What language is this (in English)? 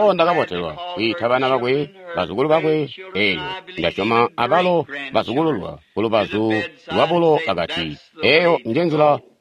Tonga (Zambia)